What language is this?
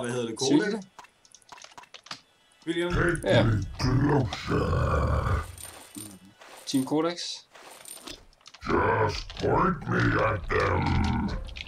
Danish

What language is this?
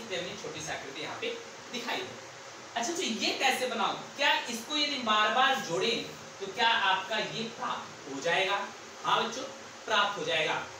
Hindi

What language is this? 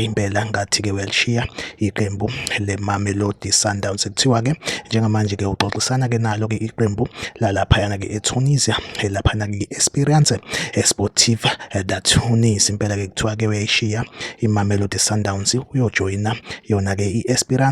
Zulu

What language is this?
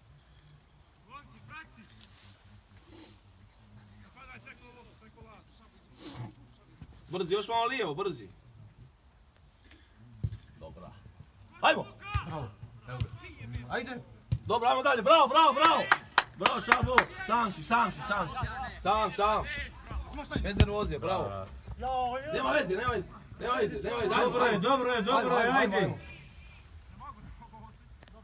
Croatian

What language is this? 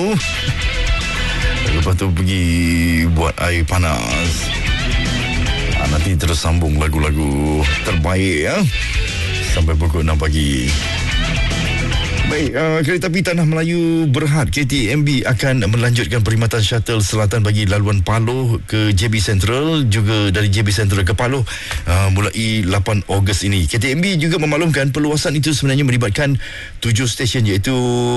Malay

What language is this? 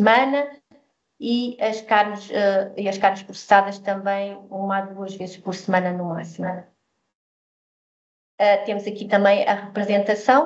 Portuguese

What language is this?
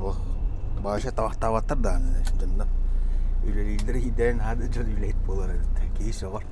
Yakut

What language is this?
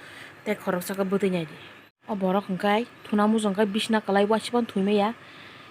Kok Borok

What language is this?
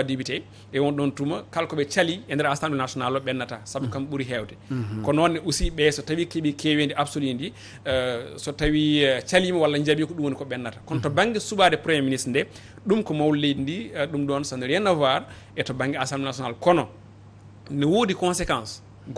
Fula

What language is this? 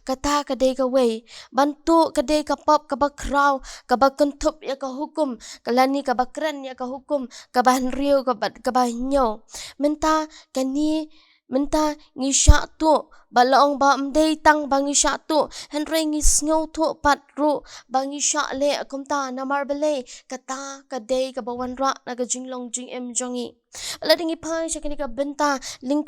Khasi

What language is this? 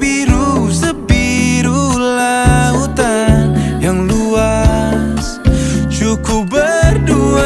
Indonesian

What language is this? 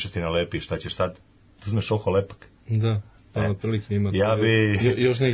Serbian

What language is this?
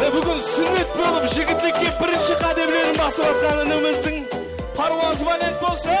Kara-Kalpak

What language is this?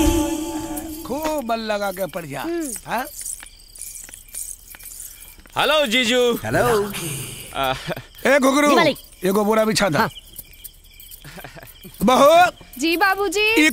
Bhojpuri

